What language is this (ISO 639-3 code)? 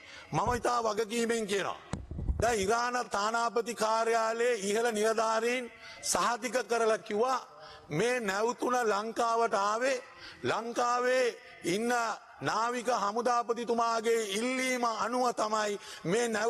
sin